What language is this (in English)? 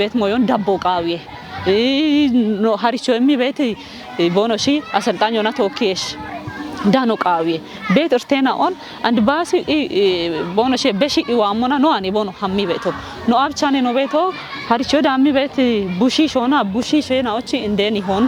Kafa